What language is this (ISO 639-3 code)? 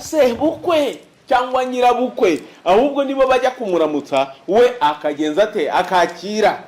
kin